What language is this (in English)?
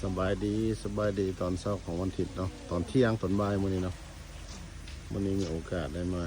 Lao